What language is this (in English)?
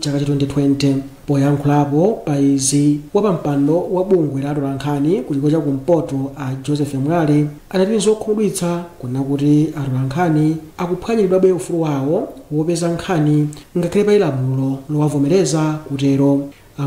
Nyanja